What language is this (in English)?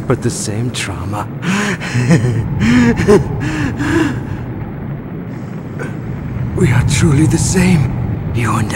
English